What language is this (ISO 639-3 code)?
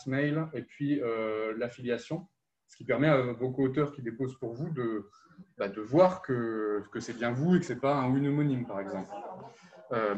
fra